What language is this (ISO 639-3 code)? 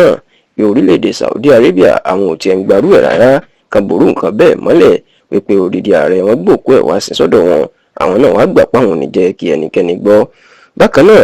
yor